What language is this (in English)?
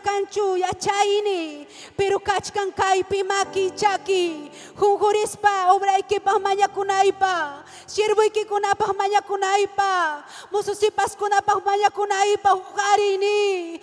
Ayacucho Quechua